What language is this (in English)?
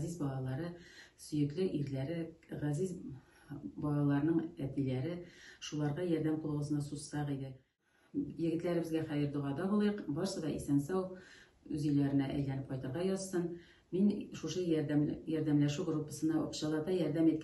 Tatar